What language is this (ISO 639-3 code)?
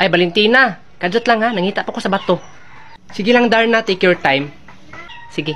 ceb